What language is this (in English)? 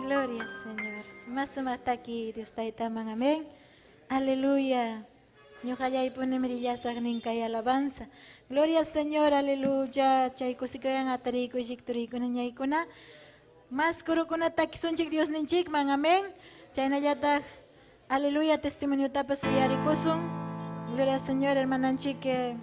Ayacucho Quechua